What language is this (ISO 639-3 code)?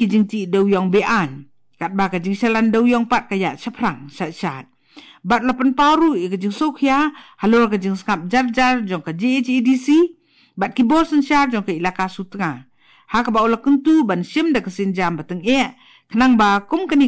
kha